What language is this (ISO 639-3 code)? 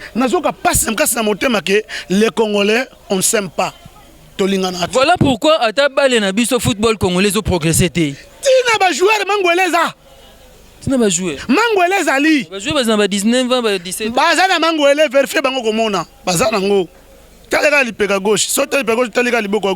lin